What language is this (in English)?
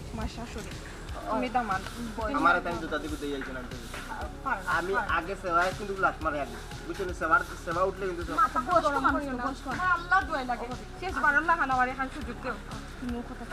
Sylheti